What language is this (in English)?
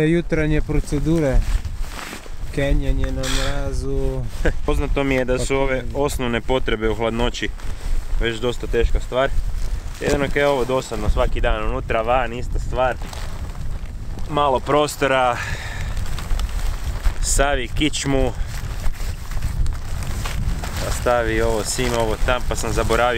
Croatian